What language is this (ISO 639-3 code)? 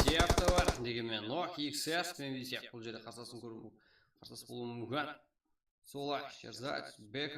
kaa